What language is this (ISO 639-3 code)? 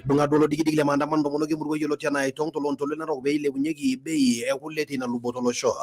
mas